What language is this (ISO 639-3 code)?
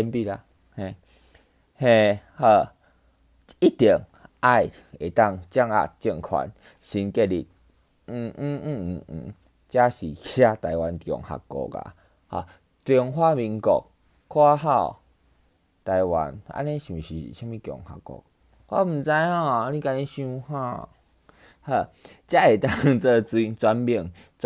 nan